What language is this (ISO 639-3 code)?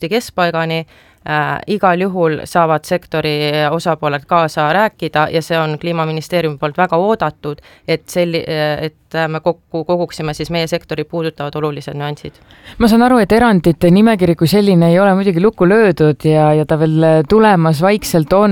est